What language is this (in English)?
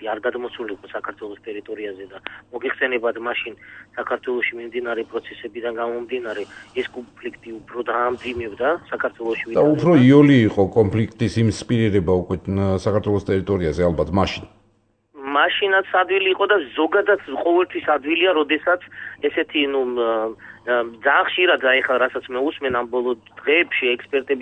Georgian